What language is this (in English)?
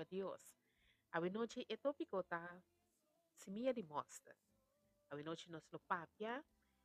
Papiamento